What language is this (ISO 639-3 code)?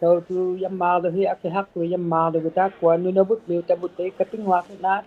iku